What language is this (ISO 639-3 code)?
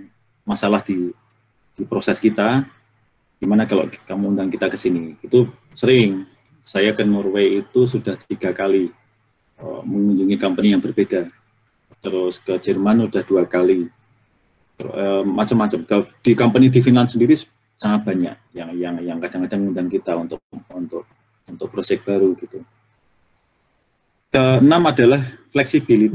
ind